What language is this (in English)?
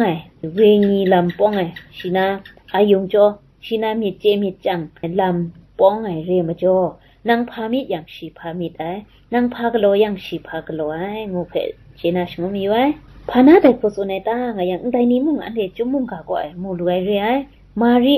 Kachin